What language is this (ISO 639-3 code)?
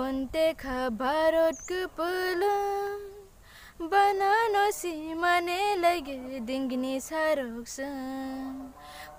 trp